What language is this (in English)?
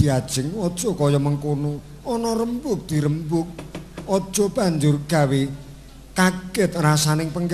Javanese